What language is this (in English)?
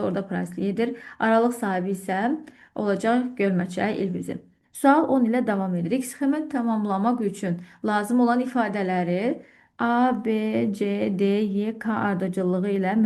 Azerbaijani